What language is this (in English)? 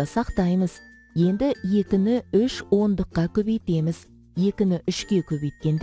Kazakh